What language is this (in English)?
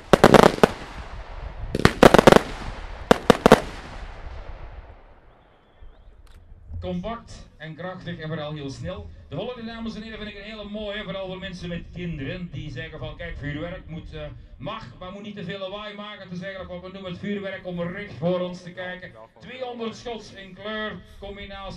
Dutch